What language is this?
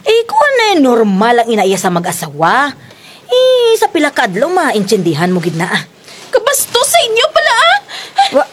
Kinaray-a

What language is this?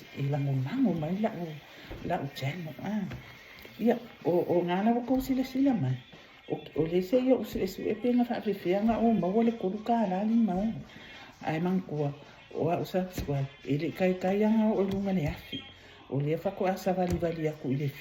Samoan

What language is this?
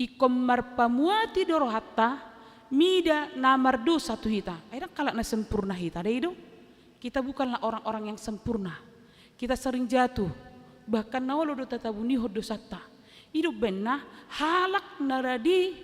Batak Toba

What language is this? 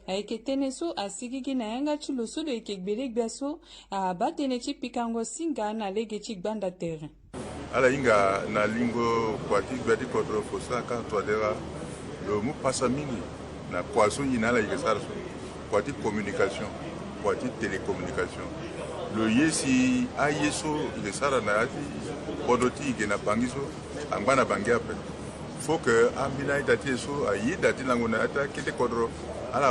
Sango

